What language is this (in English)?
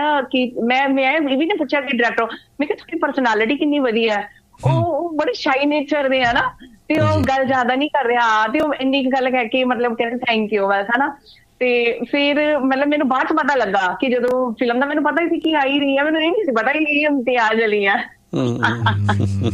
Punjabi